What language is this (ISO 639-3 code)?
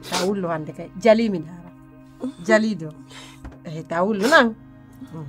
fuf